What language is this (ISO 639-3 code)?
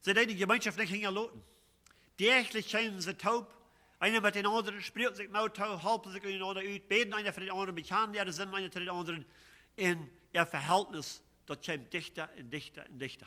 pdt